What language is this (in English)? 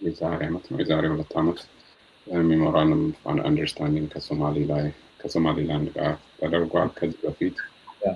Amharic